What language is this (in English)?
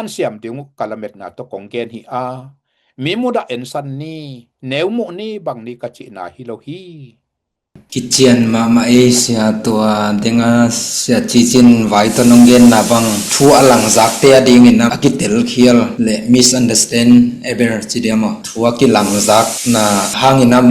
Tedim Chin